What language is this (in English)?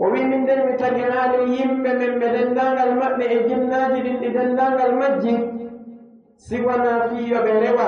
Pular